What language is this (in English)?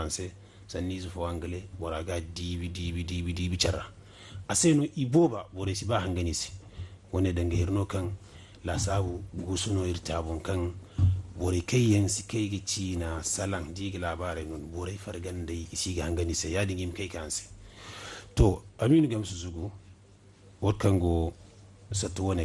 Zarma